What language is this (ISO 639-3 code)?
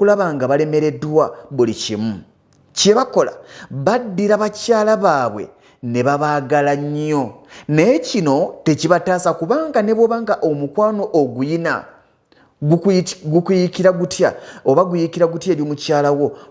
lug